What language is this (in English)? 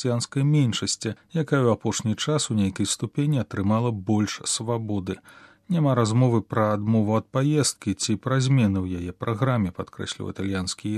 Belarusian